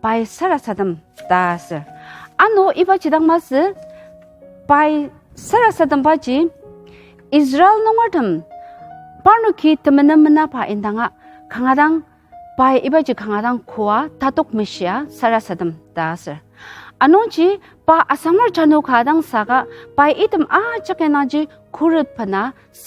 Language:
Ao Naga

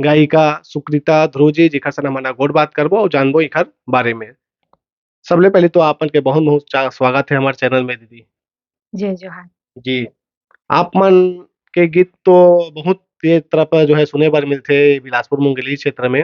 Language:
Chhattisgarhi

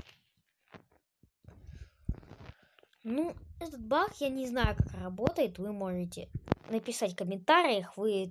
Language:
Russian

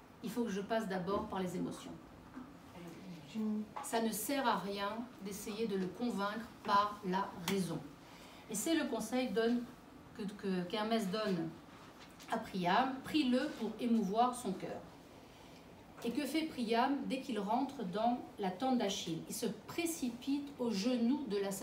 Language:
French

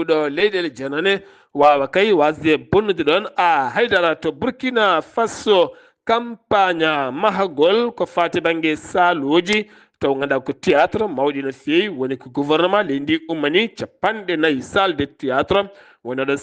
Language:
Fula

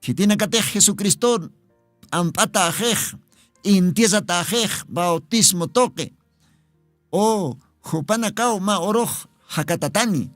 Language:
Aymara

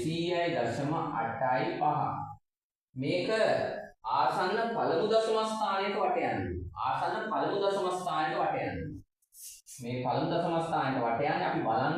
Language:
Sinhala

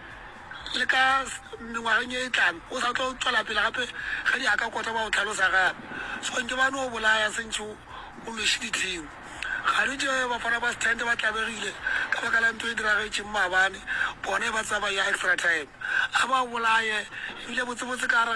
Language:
Northern Sotho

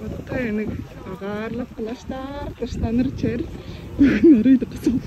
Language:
Tuvinian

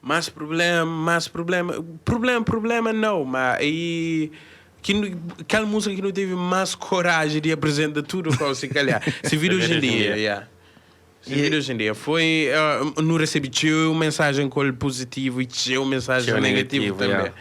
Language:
Kabuverdianu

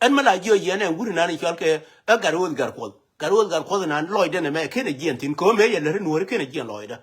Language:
Nuer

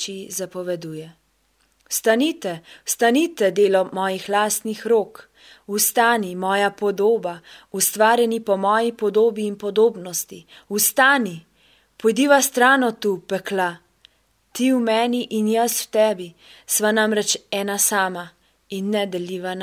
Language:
Slovenian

